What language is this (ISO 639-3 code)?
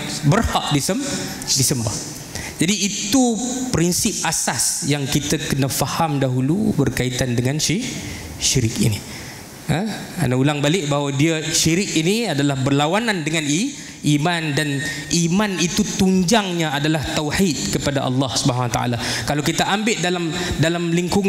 msa